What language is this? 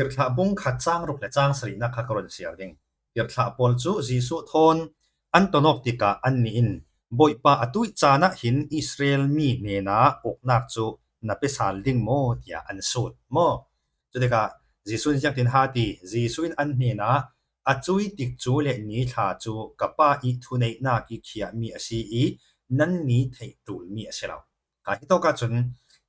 Falam Chin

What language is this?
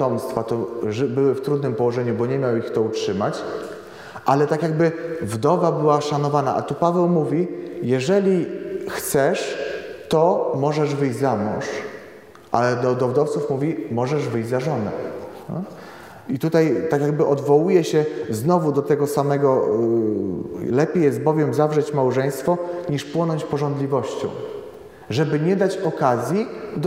Polish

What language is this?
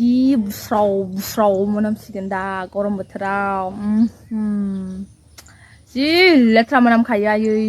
Bodo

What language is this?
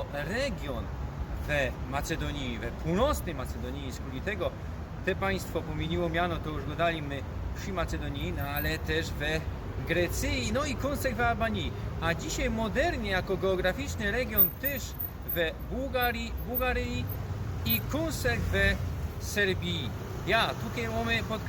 Silesian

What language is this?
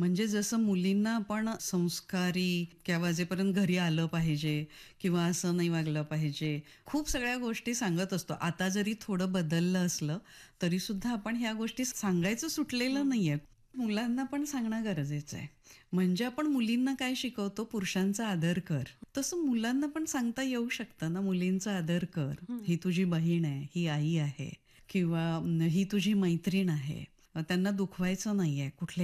Marathi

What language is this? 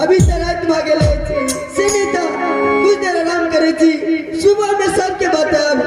Maithili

